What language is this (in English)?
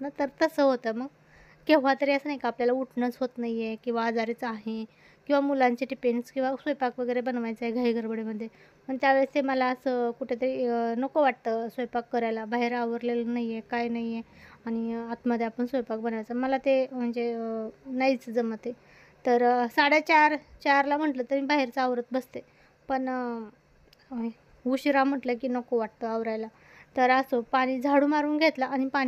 Marathi